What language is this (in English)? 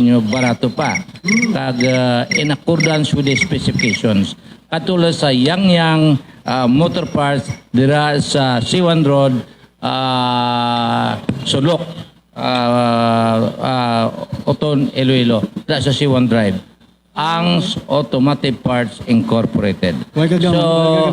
Hiligaynon